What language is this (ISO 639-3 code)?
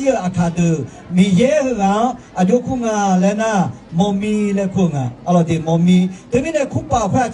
ahk